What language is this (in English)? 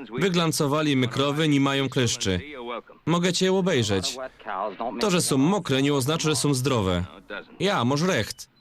Silesian